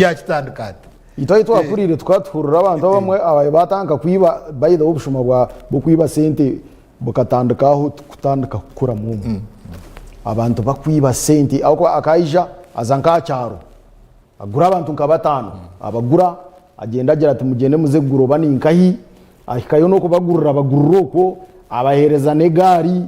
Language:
Nyankole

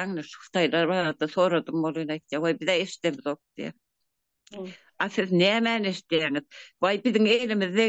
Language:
Turkmen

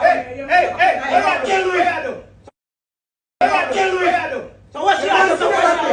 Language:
Jamaican Creole English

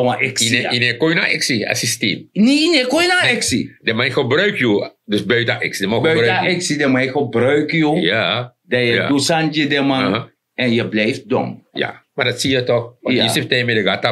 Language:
Sranan Tongo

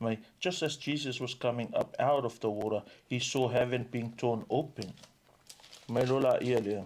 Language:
Samoan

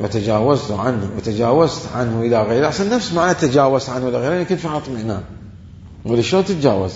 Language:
Mesopotamian Arabic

